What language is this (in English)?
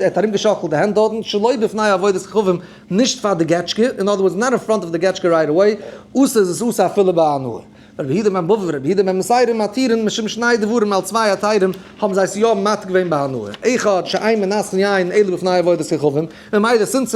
Yiddish